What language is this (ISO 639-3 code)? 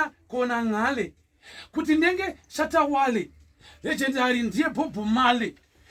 sna